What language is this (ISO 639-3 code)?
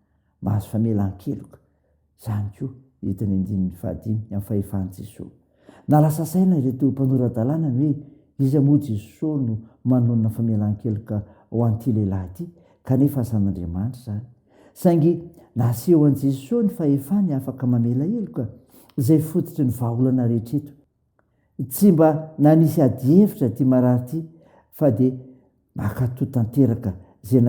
mlg